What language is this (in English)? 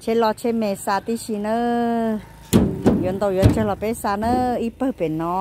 Hmong